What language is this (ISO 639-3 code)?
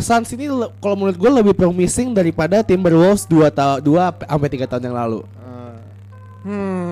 ind